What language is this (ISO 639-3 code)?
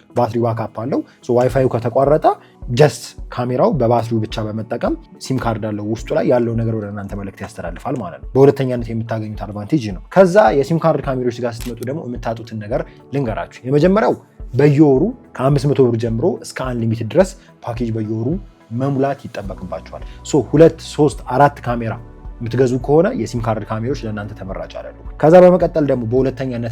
amh